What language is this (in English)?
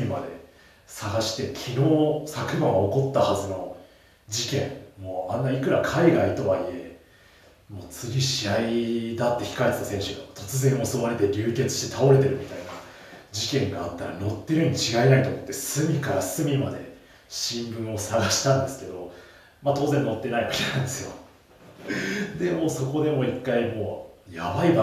Japanese